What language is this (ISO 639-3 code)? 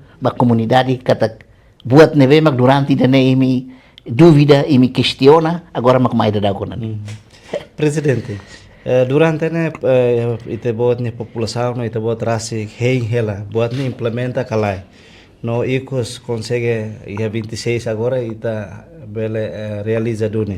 tet